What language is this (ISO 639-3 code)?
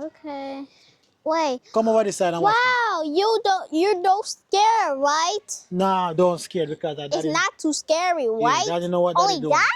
jam